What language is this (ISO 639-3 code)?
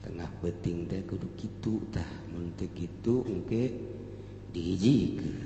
sun